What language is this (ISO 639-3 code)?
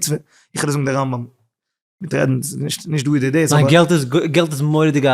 yid